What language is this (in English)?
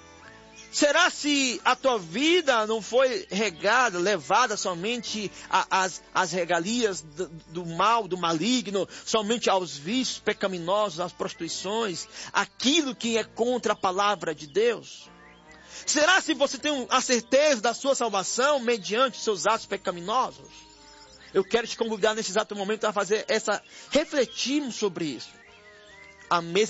Portuguese